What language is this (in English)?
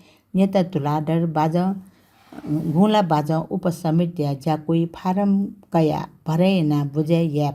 Newari